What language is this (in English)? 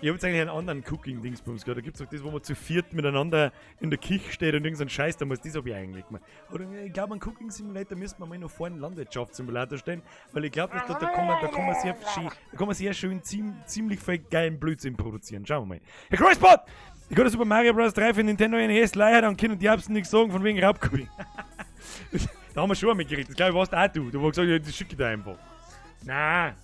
Bavarian